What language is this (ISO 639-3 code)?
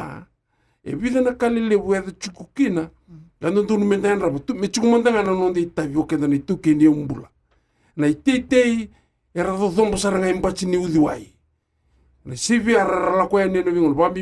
fij